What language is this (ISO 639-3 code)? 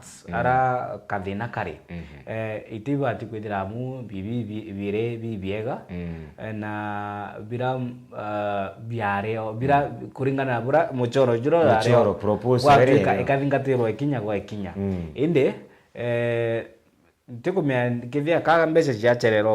mer